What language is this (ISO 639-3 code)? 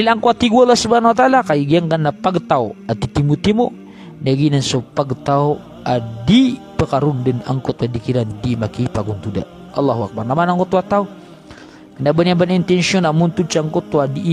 mrw